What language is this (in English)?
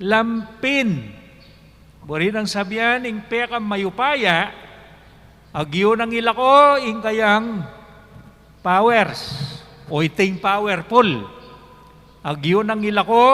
Pampanga